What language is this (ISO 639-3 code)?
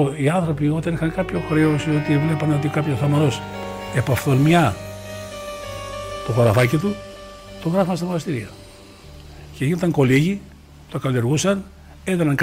ell